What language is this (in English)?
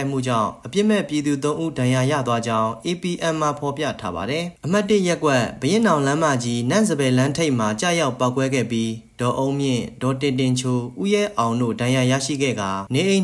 Burmese